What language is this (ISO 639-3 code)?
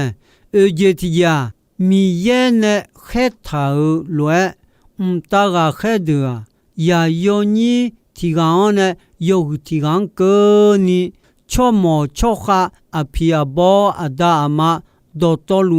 ahk